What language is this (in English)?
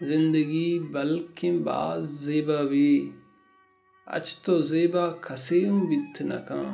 Baluchi